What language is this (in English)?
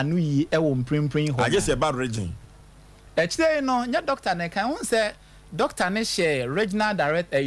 Akan